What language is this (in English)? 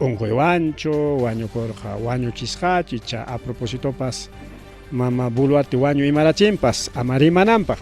Ayacucho Quechua